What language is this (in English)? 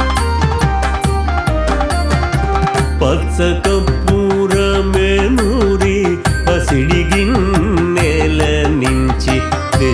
Telugu